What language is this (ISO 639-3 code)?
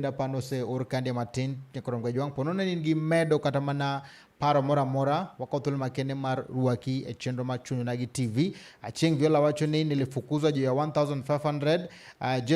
luo